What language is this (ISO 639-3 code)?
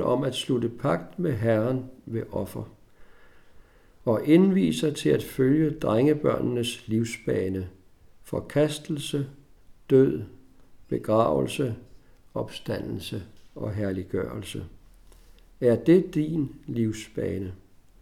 dan